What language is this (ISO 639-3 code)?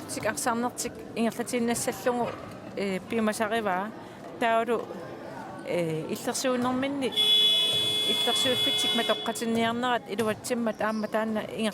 kal